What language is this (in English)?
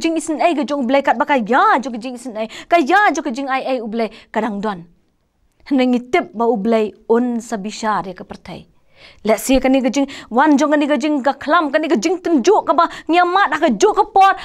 Khasi